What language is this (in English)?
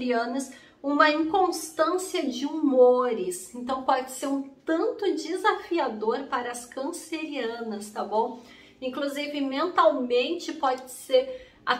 Portuguese